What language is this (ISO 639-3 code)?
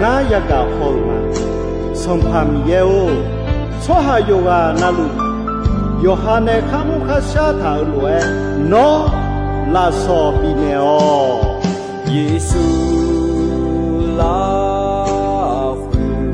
ahk